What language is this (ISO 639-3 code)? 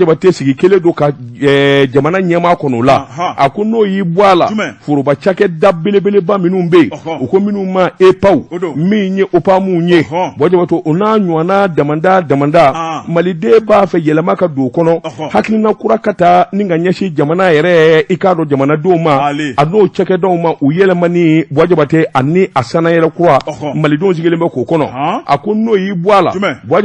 bam